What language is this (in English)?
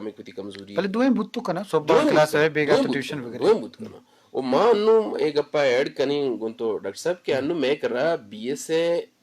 Eastern Balochi